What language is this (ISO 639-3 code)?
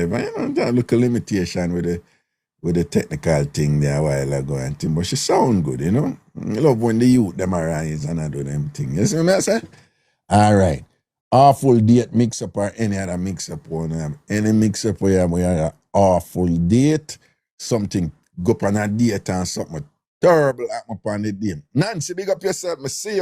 jam